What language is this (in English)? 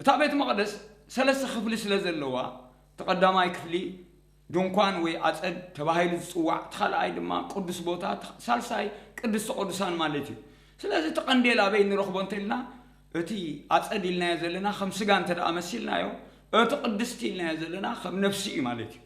Tigrinya